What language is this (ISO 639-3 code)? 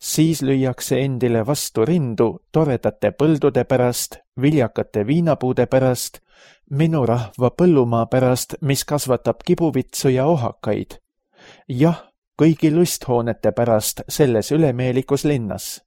est